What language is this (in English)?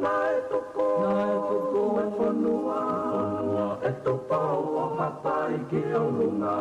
Tongan